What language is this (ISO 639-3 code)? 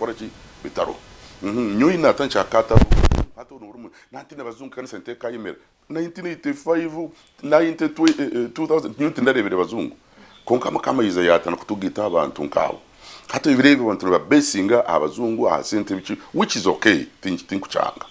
nyn